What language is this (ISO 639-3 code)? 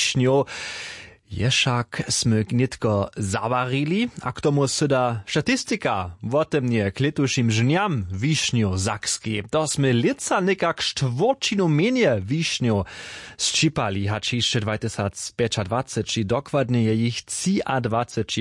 hsb